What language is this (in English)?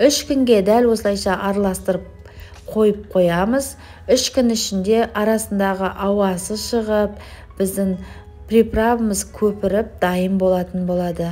Kazakh